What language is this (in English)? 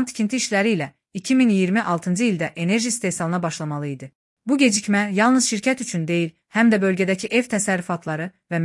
Azerbaijani